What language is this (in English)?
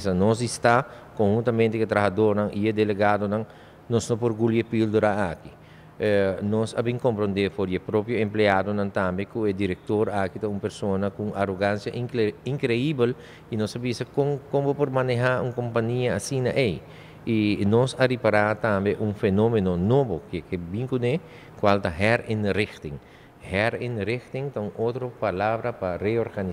Papiamento